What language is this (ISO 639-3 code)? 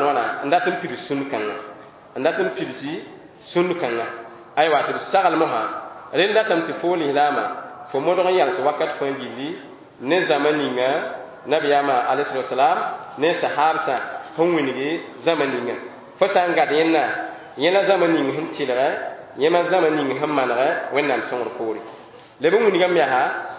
mos